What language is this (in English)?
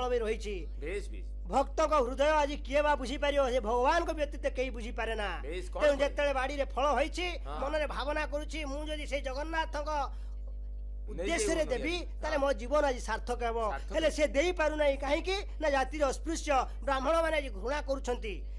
Odia